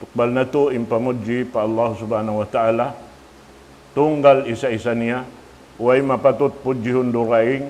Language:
Tausug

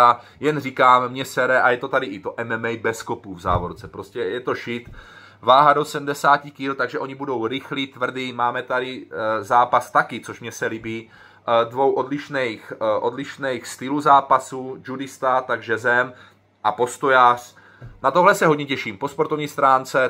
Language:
Czech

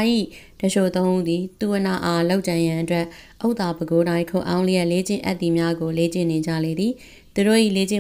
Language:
Burmese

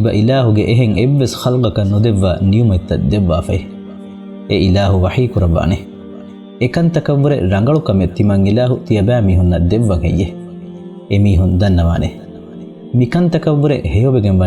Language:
Divehi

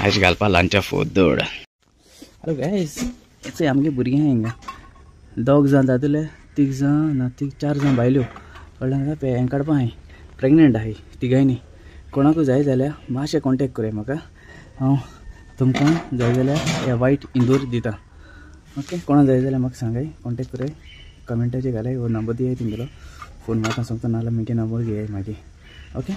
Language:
Konkani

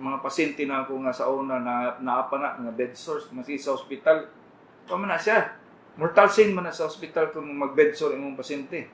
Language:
Cebuano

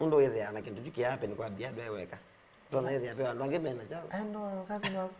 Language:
Kamba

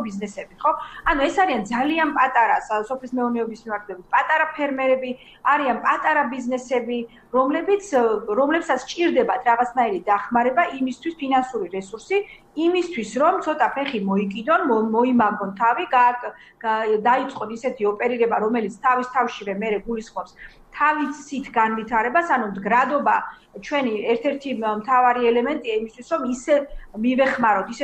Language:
Georgian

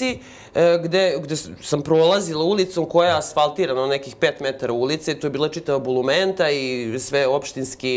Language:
Serbian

